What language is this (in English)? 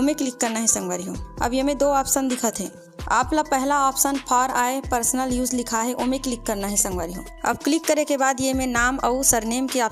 Chhattisgarhi